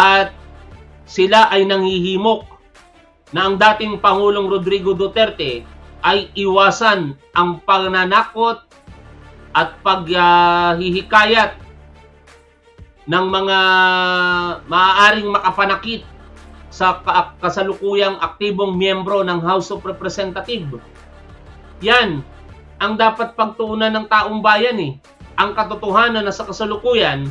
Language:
Filipino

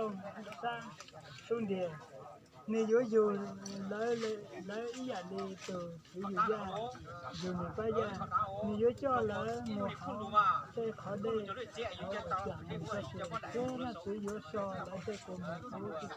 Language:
Hmong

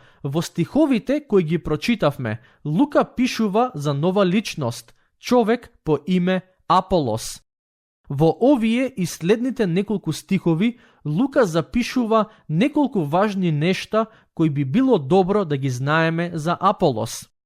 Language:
Macedonian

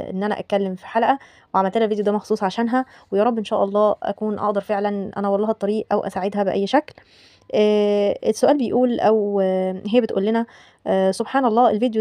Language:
Egyptian Arabic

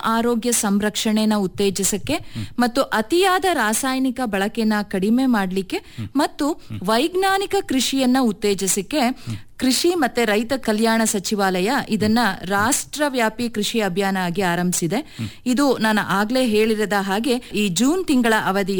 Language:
Kannada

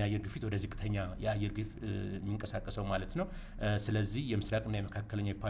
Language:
Amharic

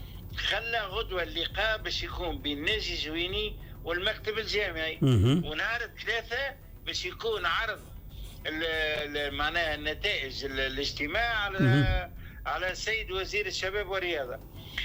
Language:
Tunisian Arabic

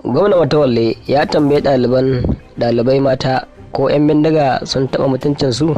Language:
Hausa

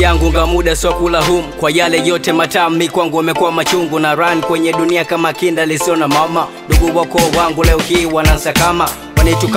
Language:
Swahili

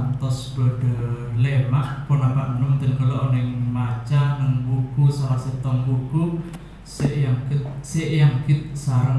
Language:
Madurese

